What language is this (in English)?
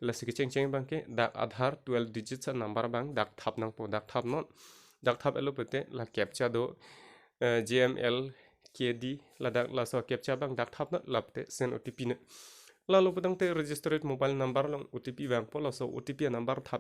Karbi